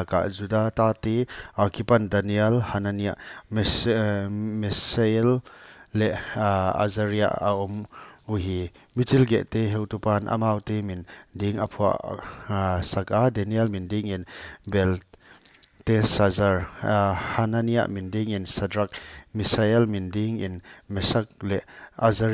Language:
Paite Chin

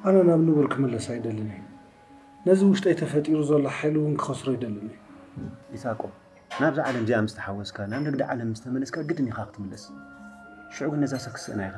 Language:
Tigrinya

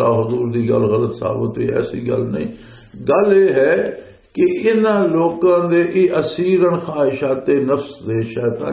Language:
Western Panjabi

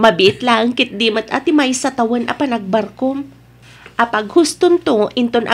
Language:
Iloko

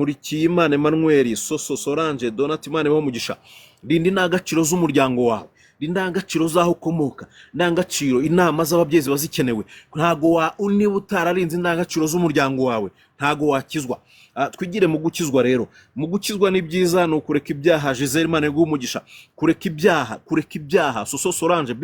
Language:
Kinyarwanda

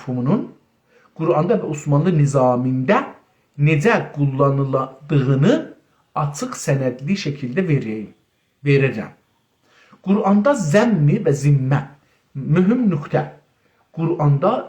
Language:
South Azerbaijani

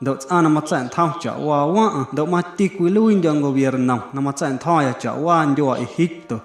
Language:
Guerrero Amuzgo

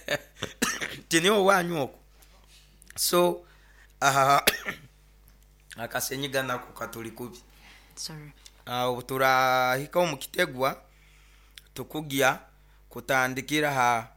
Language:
Nyoro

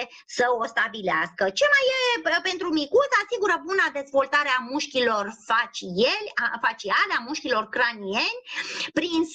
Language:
Romanian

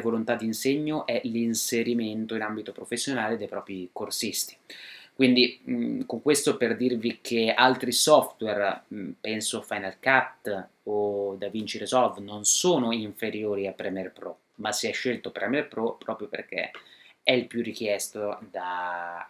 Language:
Italian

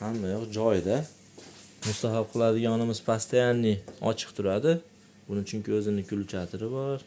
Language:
Uzbek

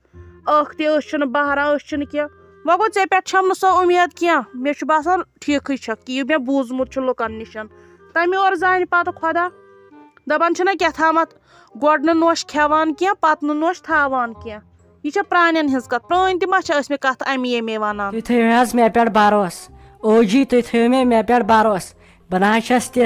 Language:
Kashmiri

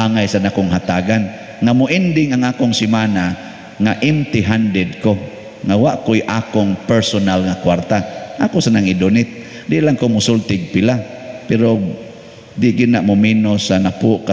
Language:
Cebuano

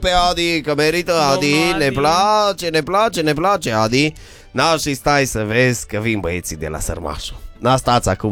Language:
Romanian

